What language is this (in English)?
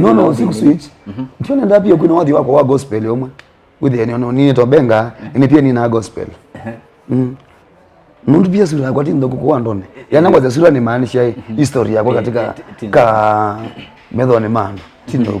Kamba